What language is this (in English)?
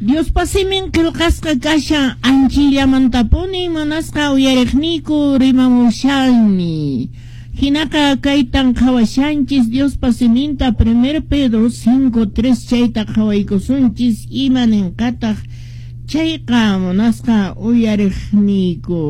Quechua